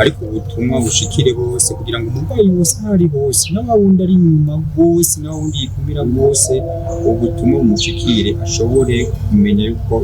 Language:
Rundi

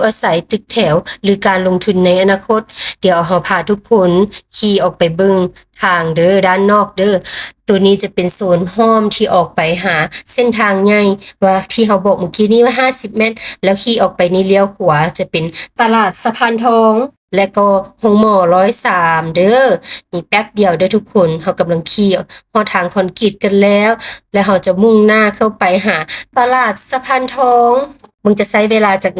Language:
Lao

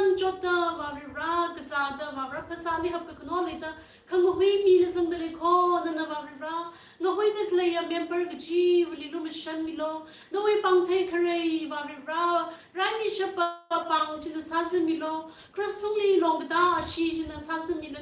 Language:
Tangkhul Naga (India)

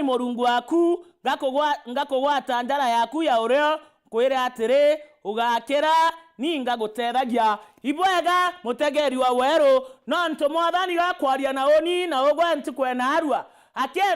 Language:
Meru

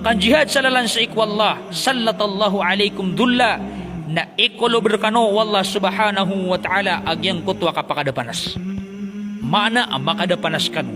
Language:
Maranao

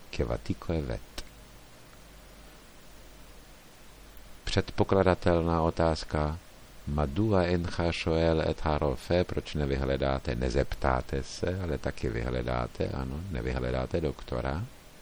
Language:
Czech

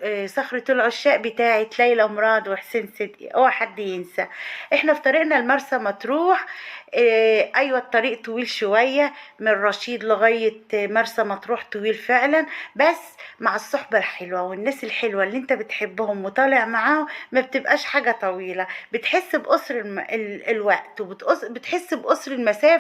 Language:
Egyptian Arabic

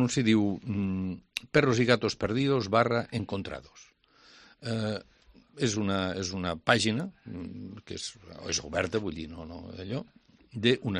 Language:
Catalan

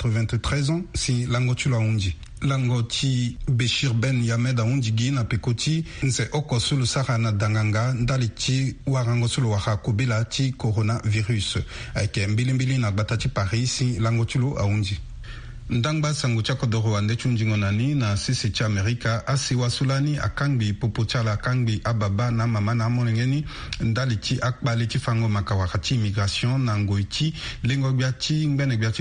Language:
Sango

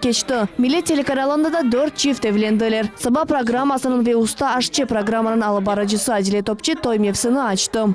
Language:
Crimean Tatar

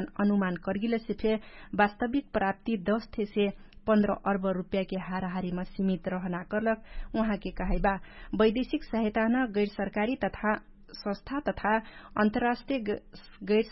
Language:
Dangaura Tharu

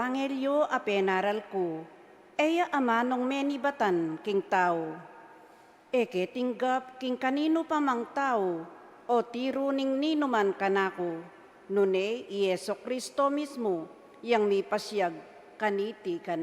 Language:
Pampanga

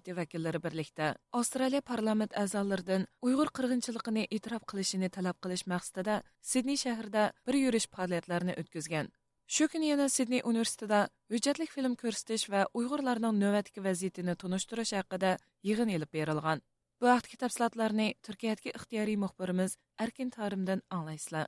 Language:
Uyghur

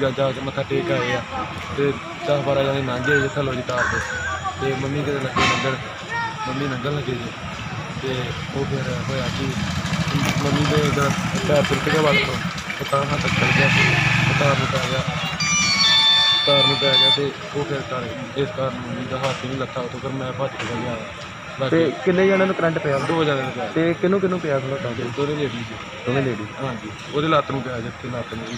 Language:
Punjabi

